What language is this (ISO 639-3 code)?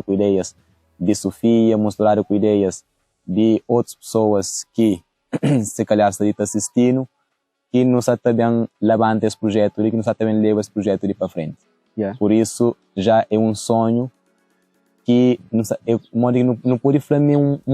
kea